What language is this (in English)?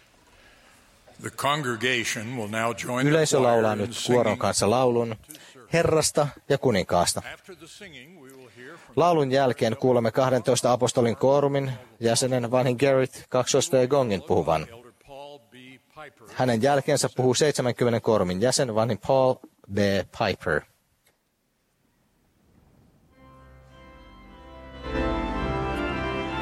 Finnish